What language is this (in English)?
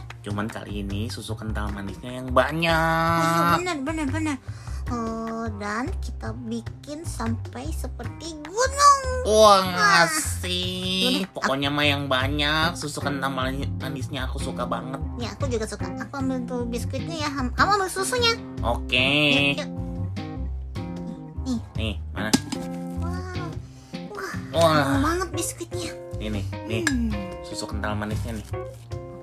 Indonesian